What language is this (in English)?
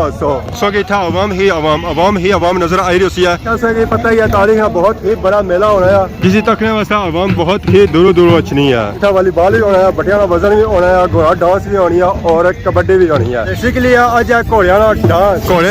Pahari-Potwari